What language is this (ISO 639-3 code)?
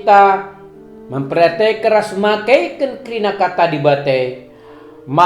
btx